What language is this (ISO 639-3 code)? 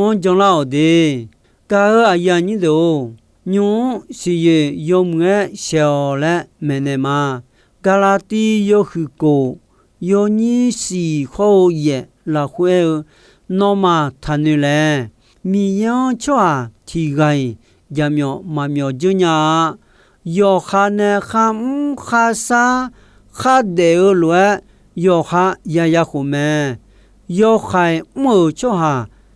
ahk